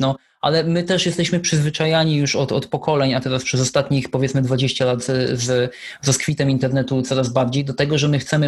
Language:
Polish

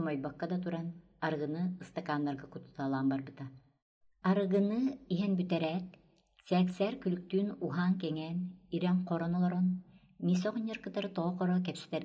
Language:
Yakut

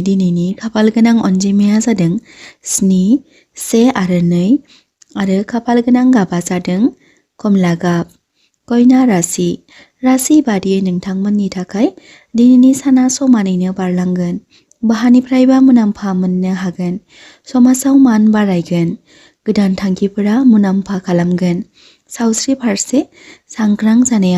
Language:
Bodo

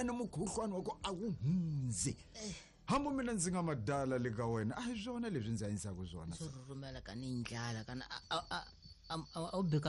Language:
Tsonga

